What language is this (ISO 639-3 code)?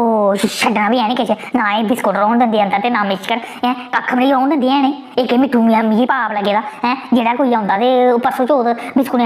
doi